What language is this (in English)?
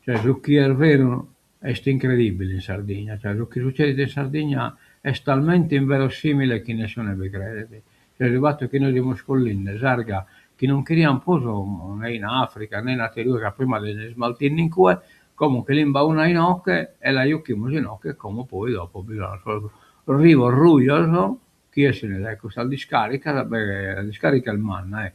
Sardinian